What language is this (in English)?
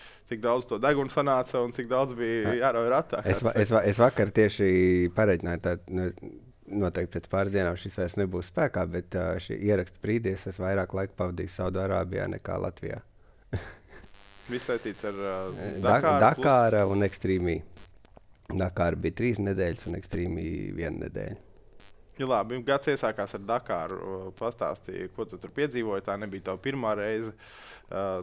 Latvian